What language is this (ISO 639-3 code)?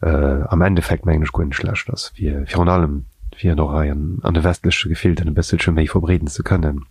ltz